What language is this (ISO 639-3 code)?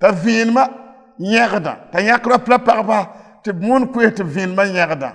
mos